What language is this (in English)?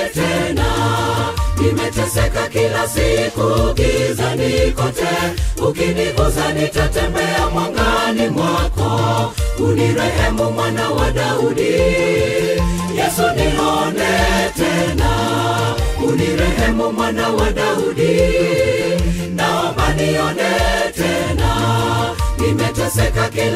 Swahili